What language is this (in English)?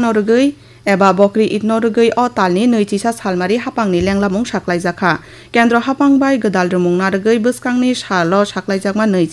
Kok Borok